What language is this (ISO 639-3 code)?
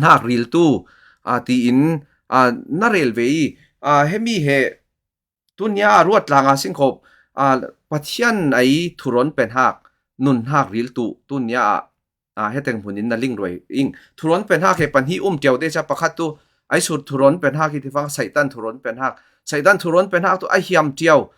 cfm